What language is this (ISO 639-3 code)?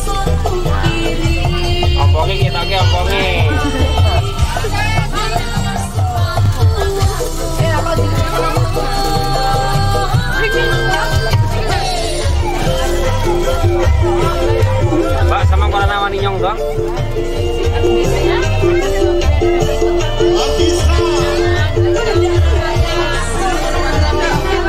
ind